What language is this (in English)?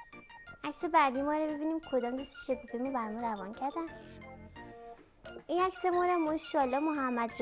Persian